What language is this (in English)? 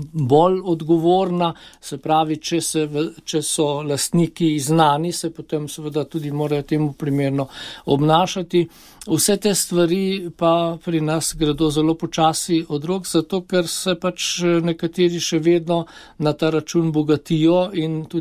Slovenian